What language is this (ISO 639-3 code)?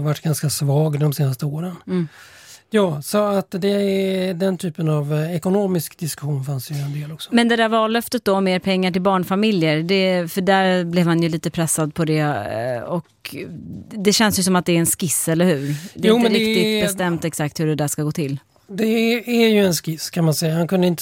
swe